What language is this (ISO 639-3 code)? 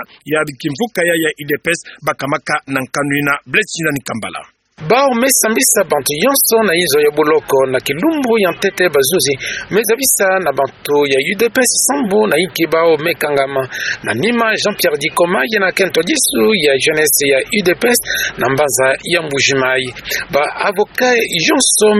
ktu